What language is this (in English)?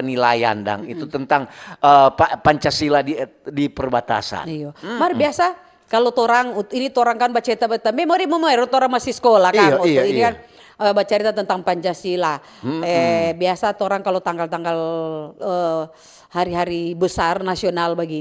Manado Malay